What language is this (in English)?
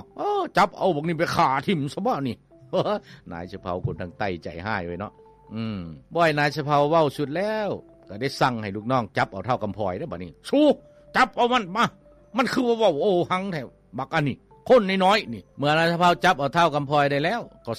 Lao